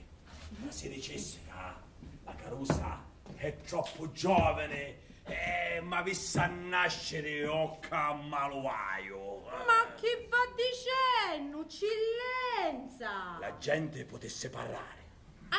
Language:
Sicilian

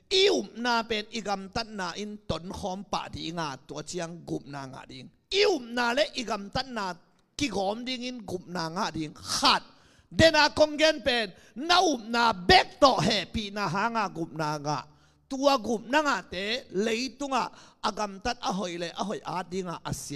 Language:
Tedim Chin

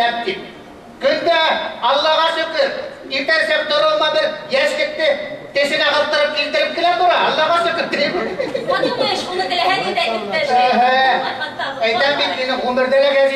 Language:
Bashkir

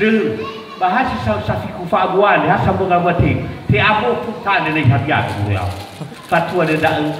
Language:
Nias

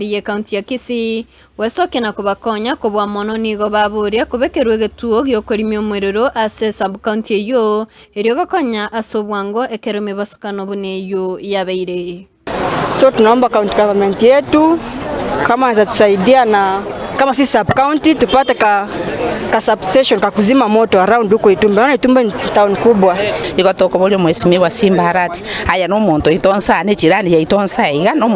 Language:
Gusii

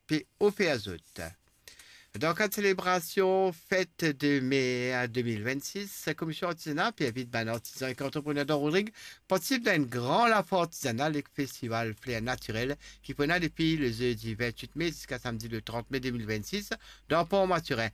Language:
Morisyen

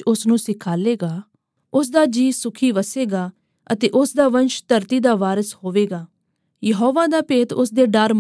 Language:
Punjabi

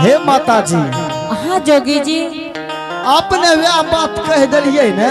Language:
Angika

